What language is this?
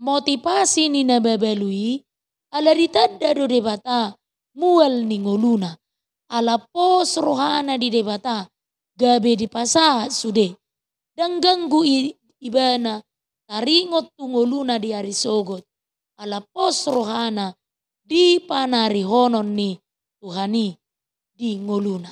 Batak Toba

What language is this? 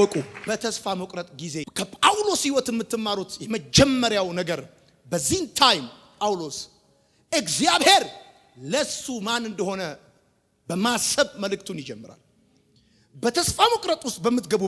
Amharic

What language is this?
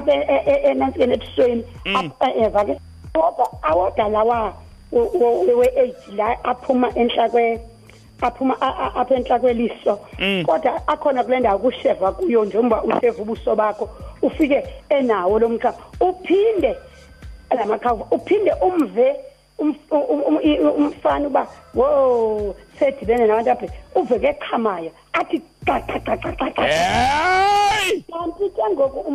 Xhosa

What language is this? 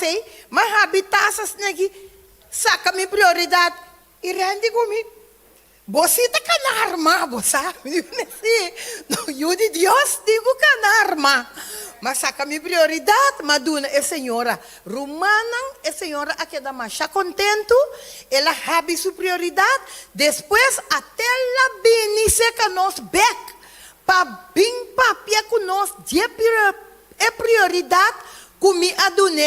Papiamento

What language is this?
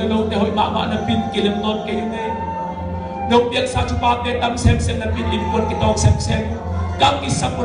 Tedim Chin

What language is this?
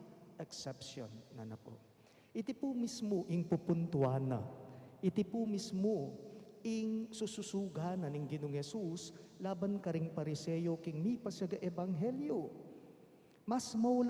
Pampanga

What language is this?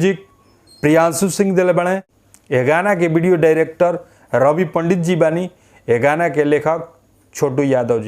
Bhojpuri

